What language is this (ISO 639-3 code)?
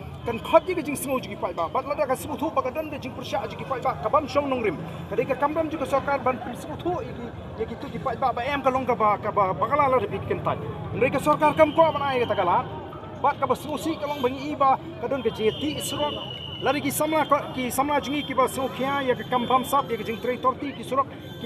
kha